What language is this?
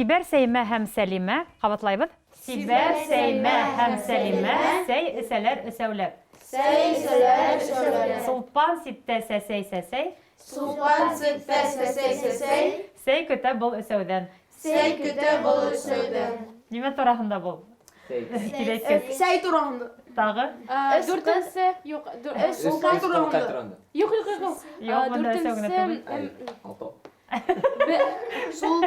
Bashkir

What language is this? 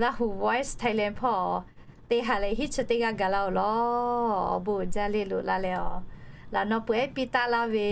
Lahu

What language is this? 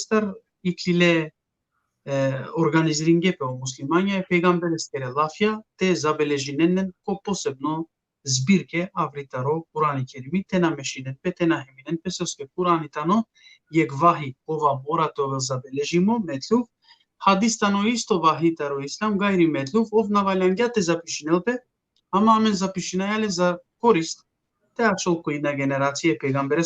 Balkan Romani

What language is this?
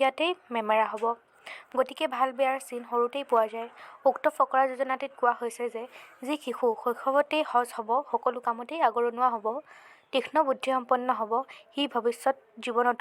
Assamese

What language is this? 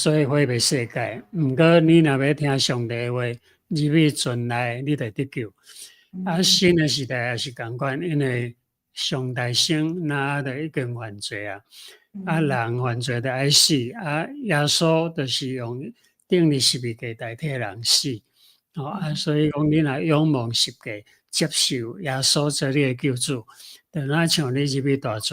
Min Nan Chinese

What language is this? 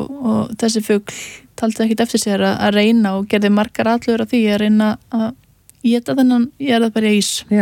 Icelandic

